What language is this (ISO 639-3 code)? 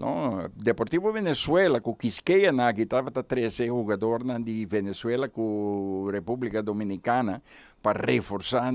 pap